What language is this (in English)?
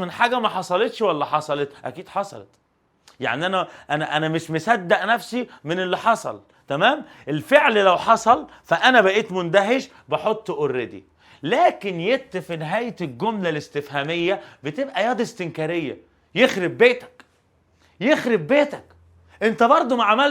Egyptian Arabic